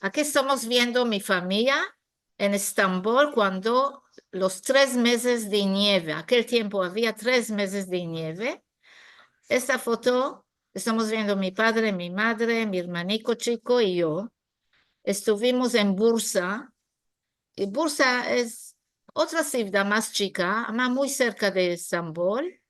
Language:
Ladino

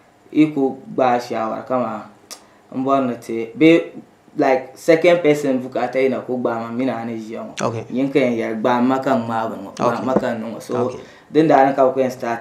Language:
Dagbani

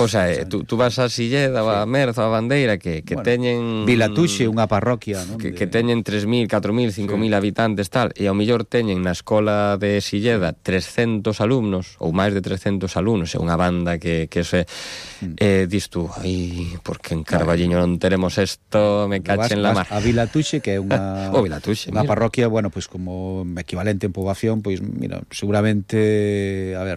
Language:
Galician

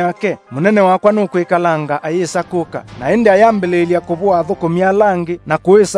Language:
Kamba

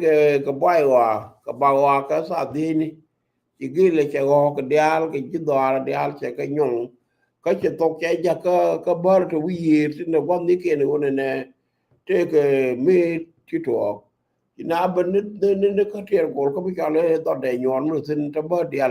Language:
Nuer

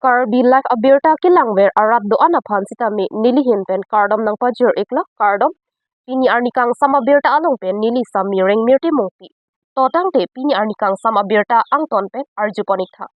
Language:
Karbi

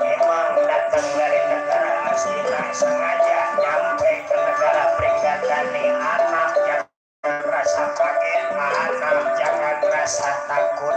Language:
Betawi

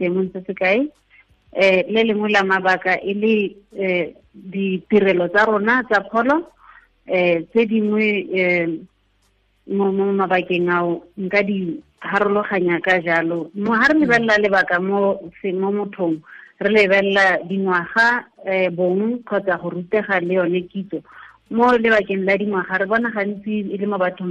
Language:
Tswana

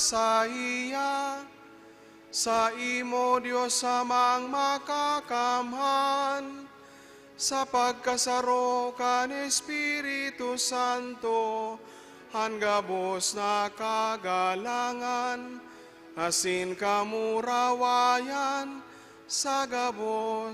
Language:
Bikol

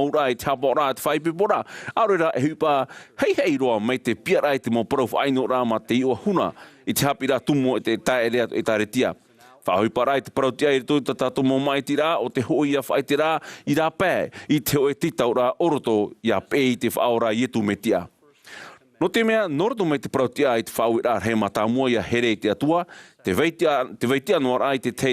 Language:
Tahitian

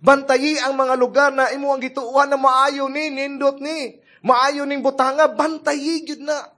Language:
Cebuano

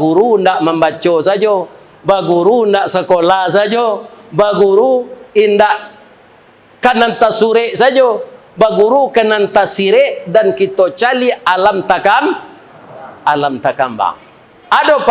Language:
Minangkabau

